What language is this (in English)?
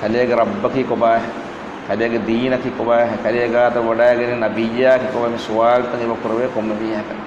Divehi